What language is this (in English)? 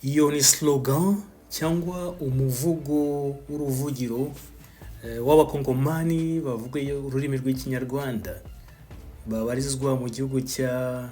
Kinyarwanda